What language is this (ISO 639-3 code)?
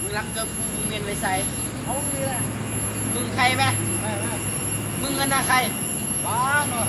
tts